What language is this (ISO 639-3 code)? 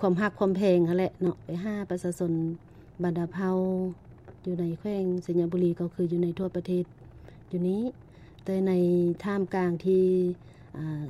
lao